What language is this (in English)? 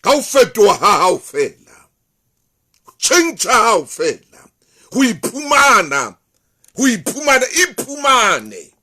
Southern Sotho